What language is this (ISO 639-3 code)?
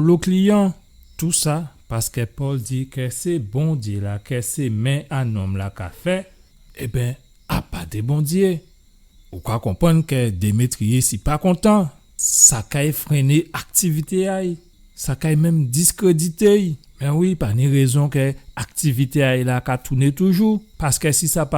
gcf